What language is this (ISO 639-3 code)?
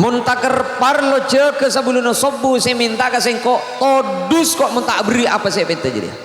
mad